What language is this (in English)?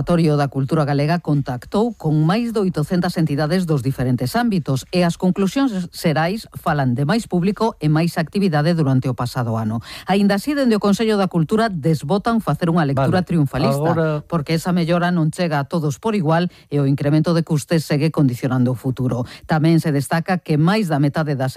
Galician